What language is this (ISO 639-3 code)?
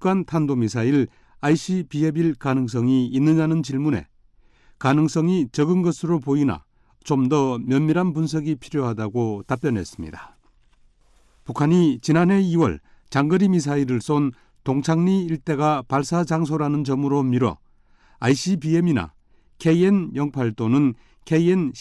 kor